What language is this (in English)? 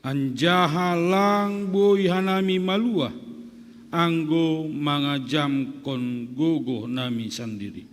Batak Simalungun